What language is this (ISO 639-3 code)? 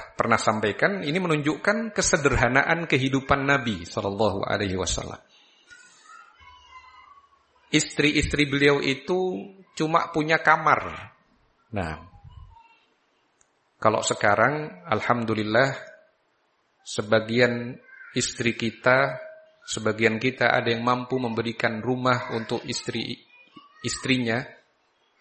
ind